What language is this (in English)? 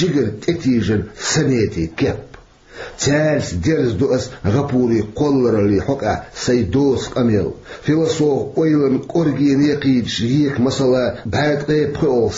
Chechen